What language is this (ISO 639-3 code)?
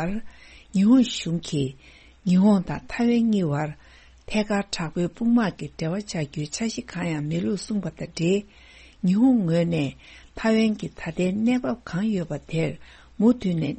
bod